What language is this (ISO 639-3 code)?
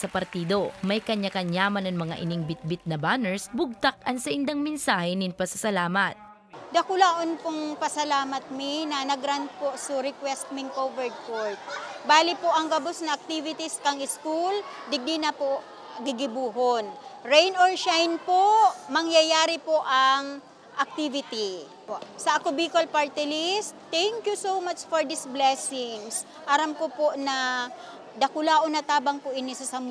bik